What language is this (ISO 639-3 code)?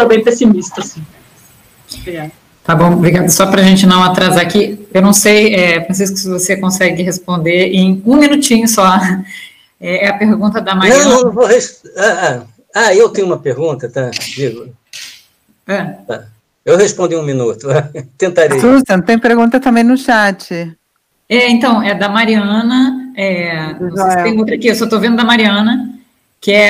por